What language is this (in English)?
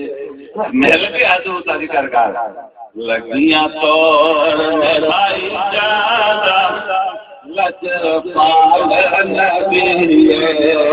Saraiki